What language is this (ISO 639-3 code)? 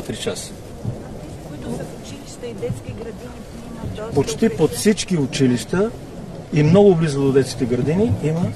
bul